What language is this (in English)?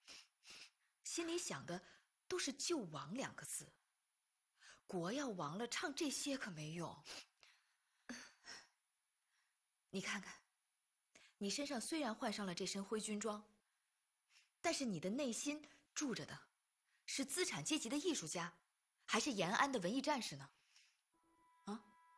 Chinese